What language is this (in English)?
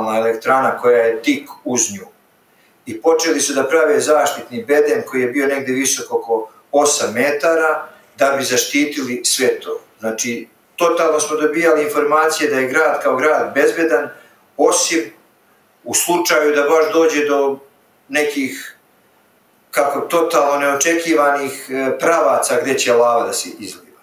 Serbian